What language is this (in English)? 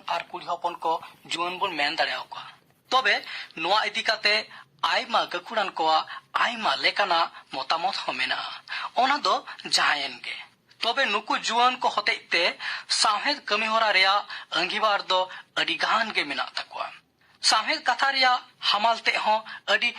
Santali